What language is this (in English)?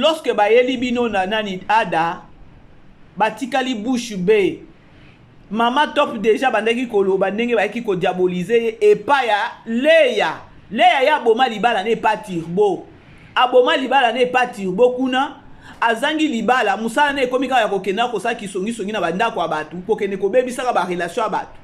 Lingala